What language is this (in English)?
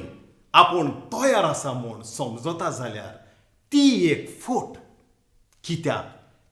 Konkani